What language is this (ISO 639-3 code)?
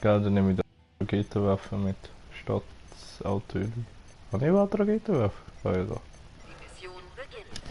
gsw